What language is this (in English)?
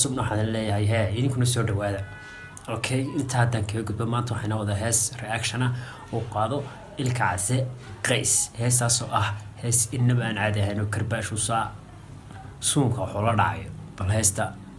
Somali